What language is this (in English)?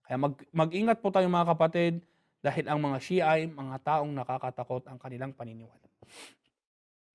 Filipino